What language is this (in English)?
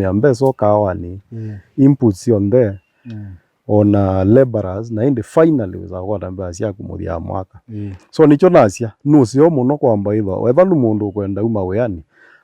Kamba